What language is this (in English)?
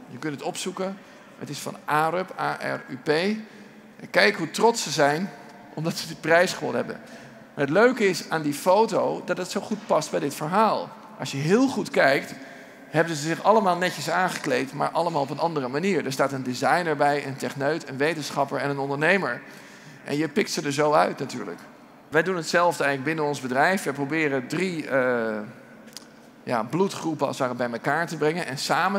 Dutch